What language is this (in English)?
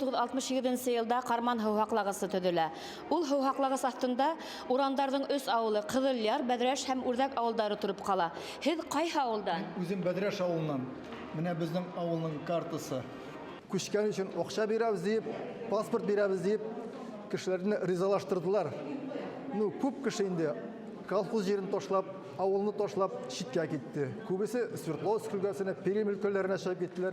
Bashkir